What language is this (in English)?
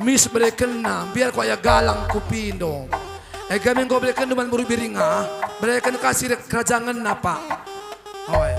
Batak Karo